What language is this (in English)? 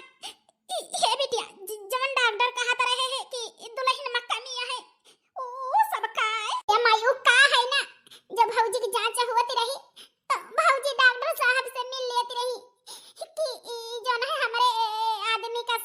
Awadhi